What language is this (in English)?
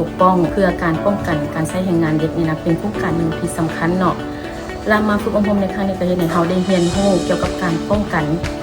Lao